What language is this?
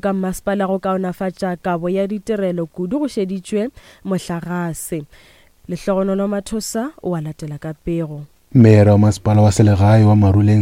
Northern Sotho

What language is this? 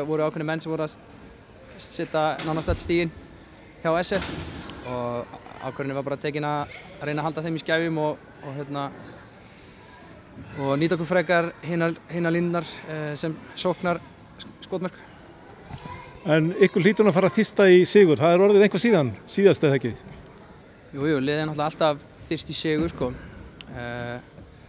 Icelandic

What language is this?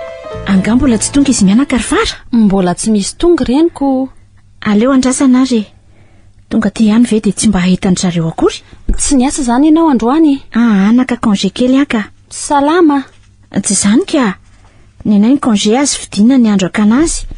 Malagasy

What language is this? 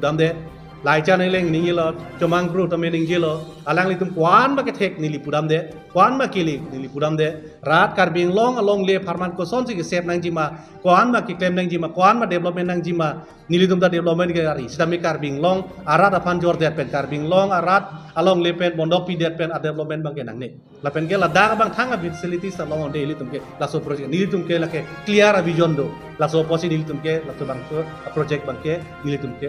Karbi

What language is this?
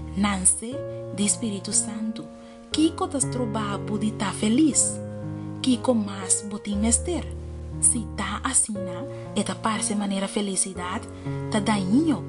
Papiamento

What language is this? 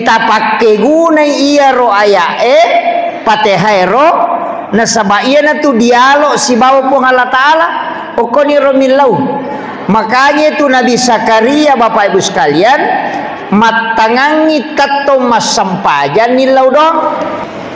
Buginese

